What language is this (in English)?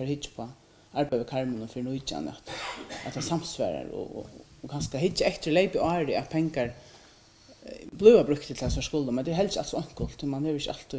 Faroese